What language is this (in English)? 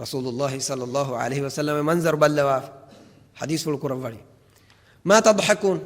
Divehi